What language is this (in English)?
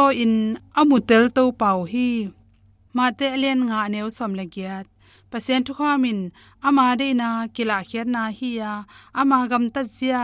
Tedim Chin